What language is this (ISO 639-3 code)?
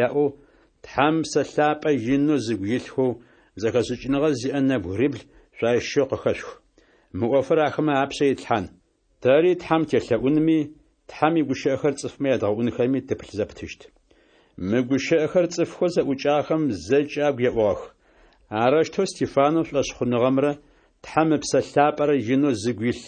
ady